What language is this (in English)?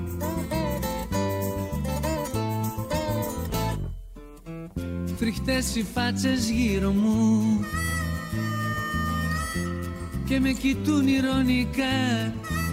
Greek